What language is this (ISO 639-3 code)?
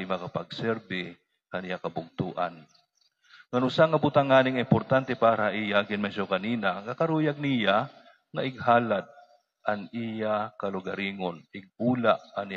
war